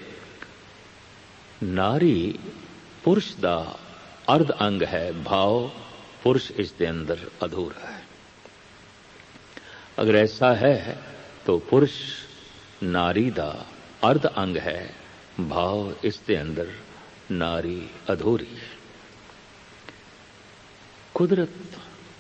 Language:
Punjabi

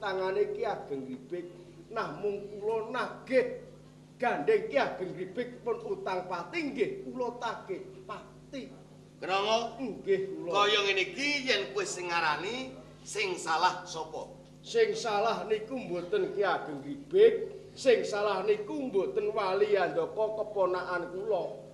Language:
Javanese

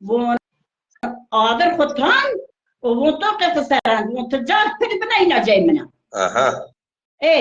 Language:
Zaza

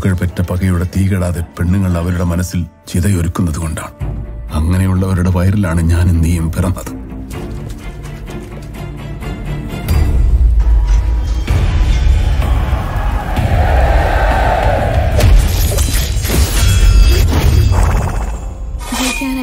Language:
Malayalam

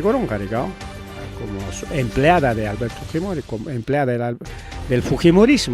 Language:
Ayacucho Quechua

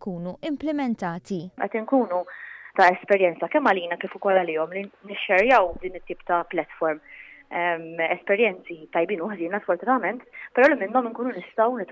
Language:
Maltese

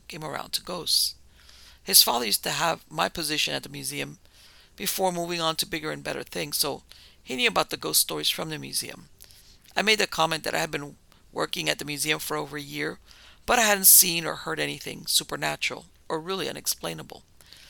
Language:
English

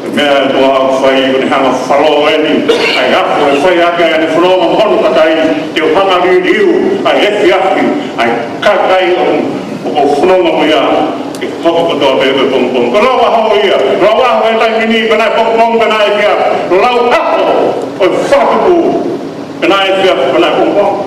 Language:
Tongan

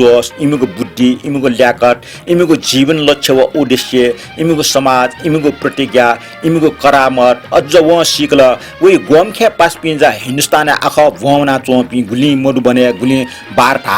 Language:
Newari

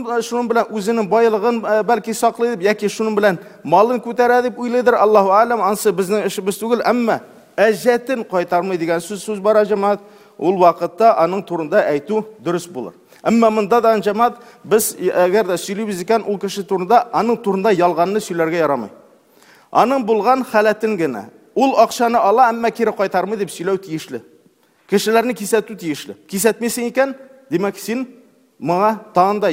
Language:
Tatar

